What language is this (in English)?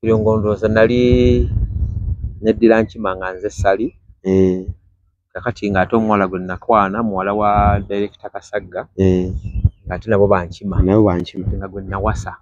Ganda